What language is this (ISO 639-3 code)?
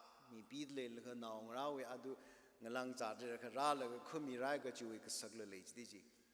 nmf